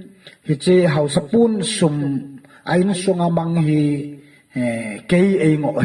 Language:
Thado Chin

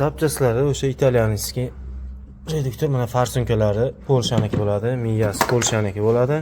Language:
Uzbek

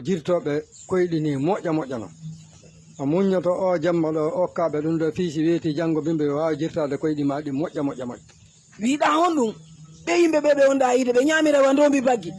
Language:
Fula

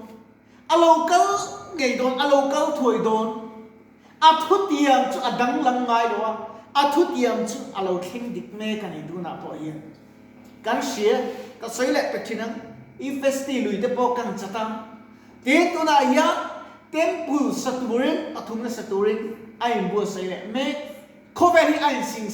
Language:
Mizo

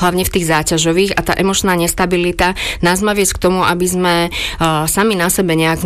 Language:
Slovak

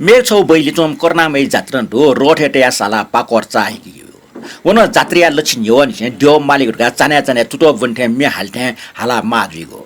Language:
Newari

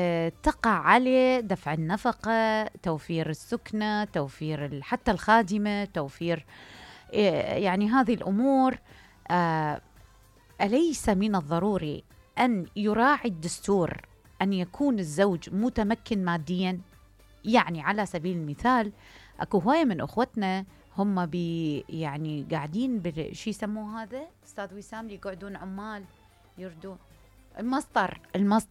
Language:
Mesopotamian Arabic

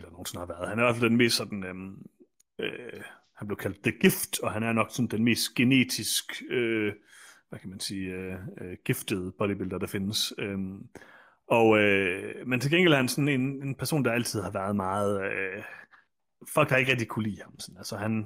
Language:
Danish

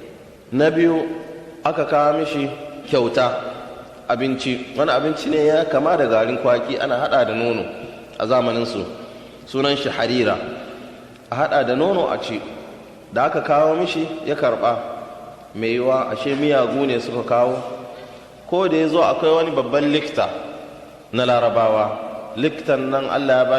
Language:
Hausa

